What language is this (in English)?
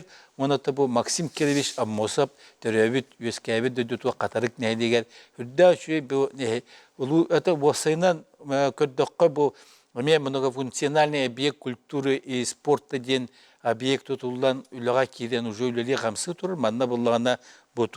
Yakut